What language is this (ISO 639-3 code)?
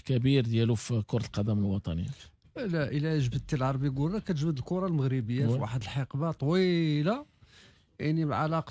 ary